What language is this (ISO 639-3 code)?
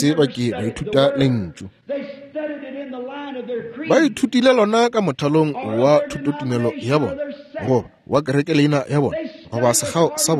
nso